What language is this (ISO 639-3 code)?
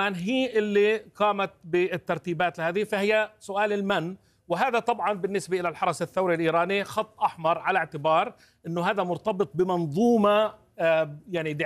ara